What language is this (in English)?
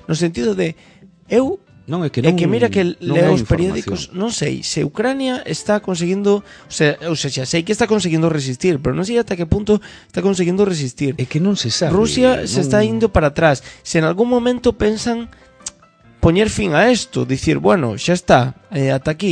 Galician